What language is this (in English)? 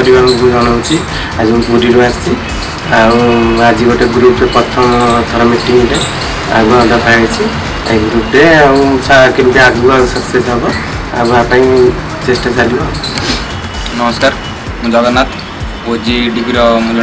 Odia